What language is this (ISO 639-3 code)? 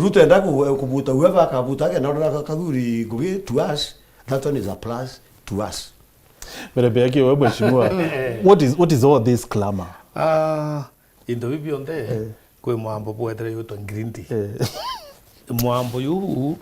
mer